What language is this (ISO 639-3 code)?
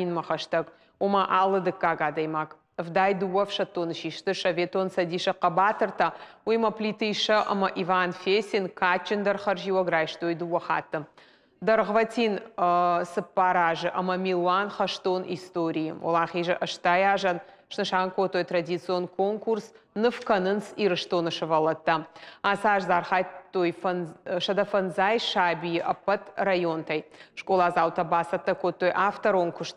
oss